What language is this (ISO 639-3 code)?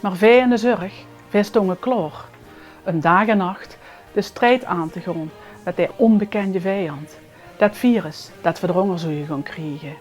lim